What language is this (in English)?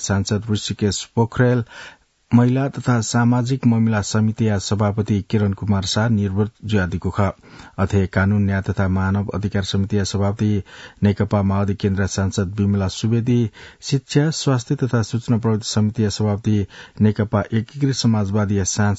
Newari